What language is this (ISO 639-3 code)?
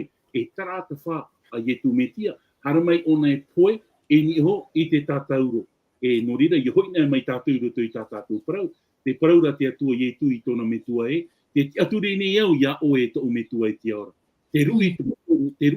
tah